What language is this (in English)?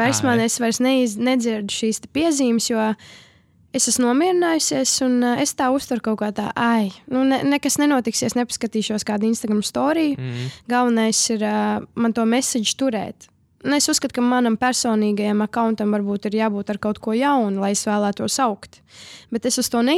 Latvian